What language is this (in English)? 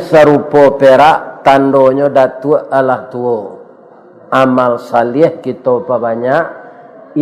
Minangkabau